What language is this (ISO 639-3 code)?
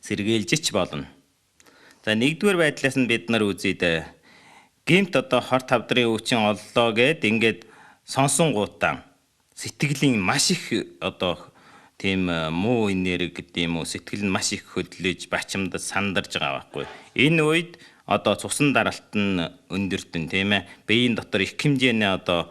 mon